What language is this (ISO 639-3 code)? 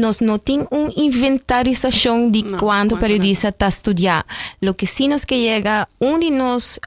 pap